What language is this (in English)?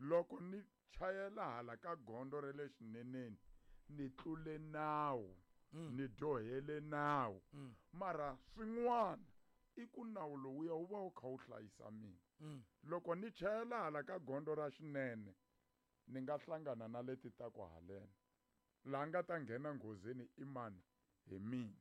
Tsonga